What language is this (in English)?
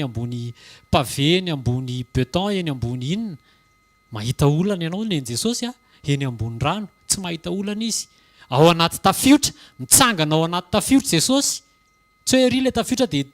Malagasy